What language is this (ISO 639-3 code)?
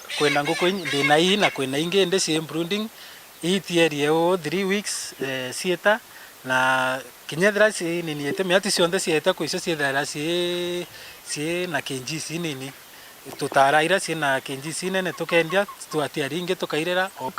mer